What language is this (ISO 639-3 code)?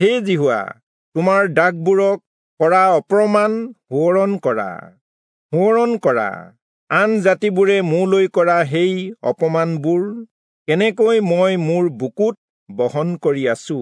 asm